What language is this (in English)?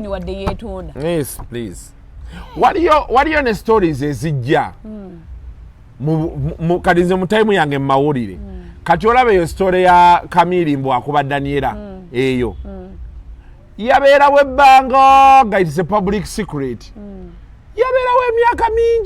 Ganda